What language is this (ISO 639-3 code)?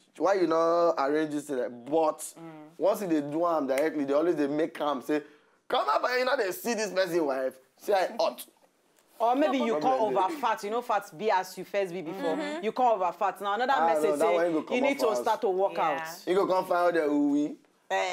pcm